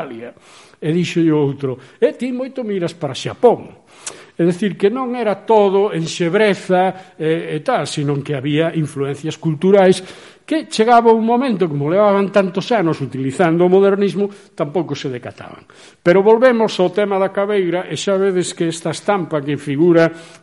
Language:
Galician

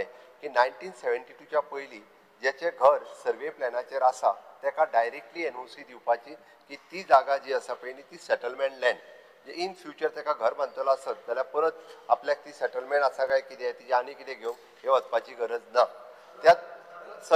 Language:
Konkani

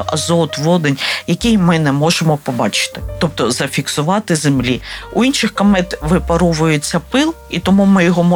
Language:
Ukrainian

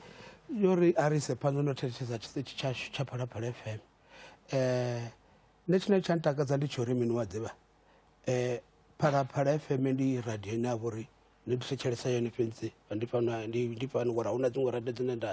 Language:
Venda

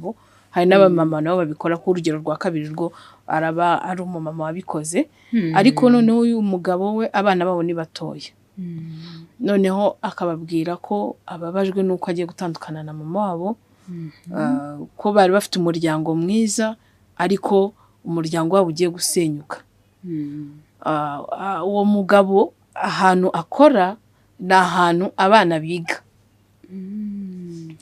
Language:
Kinyarwanda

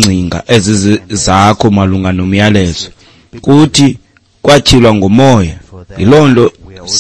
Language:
Xhosa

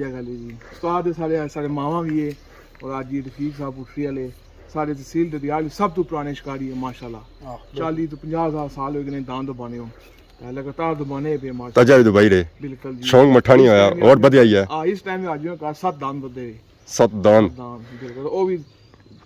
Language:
Pahari-Potwari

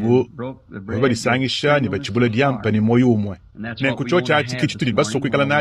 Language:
Luba-Lulua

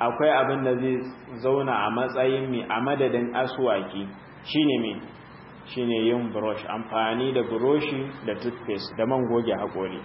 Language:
Hausa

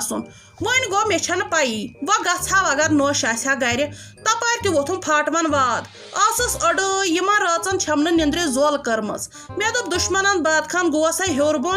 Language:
Kashmiri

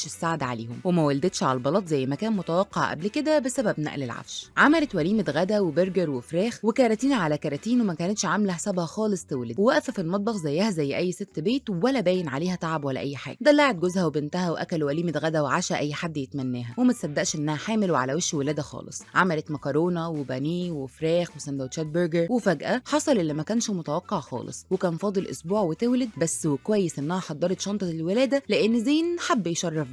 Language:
Egyptian Arabic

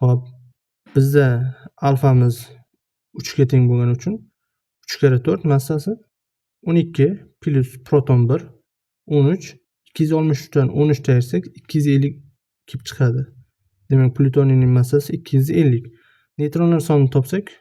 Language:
Uzbek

